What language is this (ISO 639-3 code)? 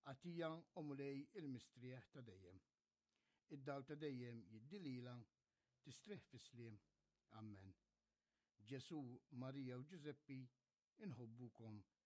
mlt